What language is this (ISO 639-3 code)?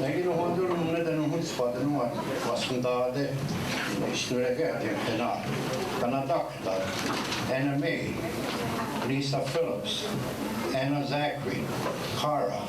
moh